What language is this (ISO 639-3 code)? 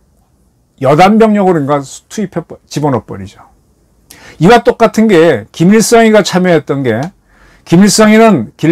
kor